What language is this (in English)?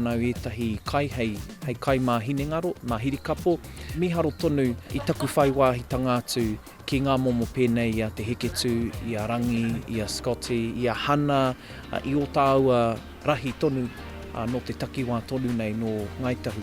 Māori